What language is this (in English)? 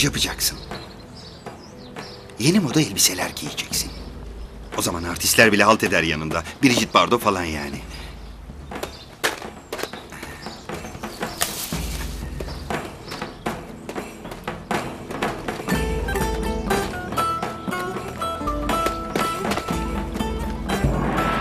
Turkish